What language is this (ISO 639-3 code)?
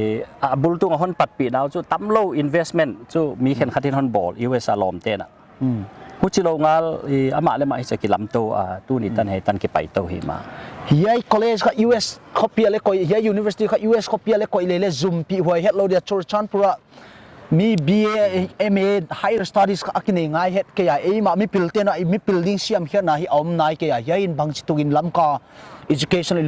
pck